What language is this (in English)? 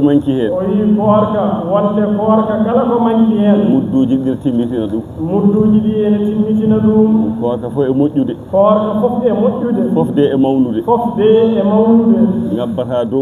Fula